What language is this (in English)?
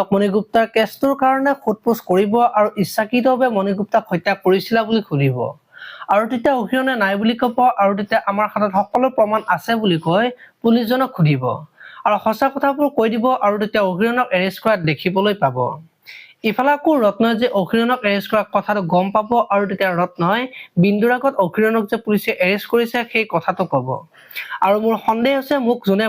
Assamese